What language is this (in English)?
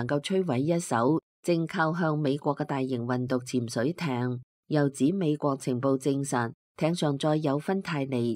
Cantonese